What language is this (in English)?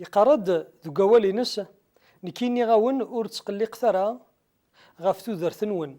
Kabyle